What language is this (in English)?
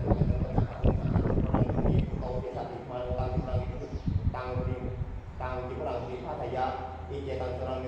Pali